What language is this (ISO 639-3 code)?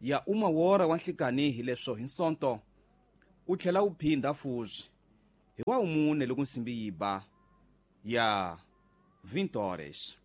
tso